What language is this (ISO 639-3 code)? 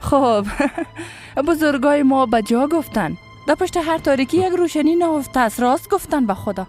fas